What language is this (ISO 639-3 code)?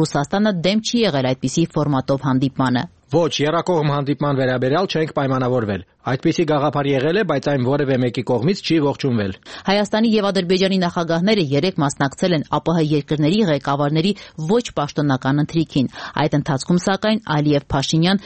hye